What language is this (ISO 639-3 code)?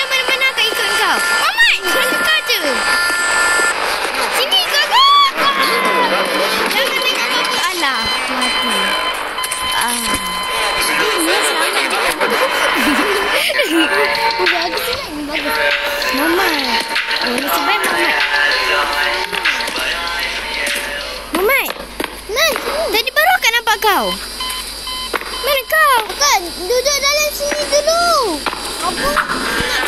msa